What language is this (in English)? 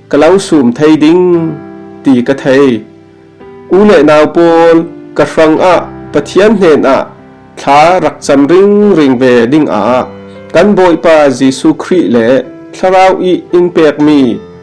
Falam Chin